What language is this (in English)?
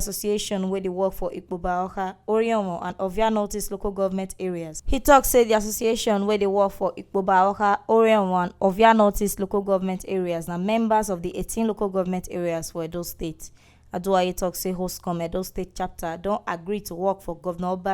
Nigerian Pidgin